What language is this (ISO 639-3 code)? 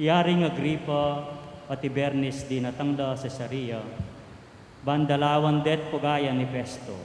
pam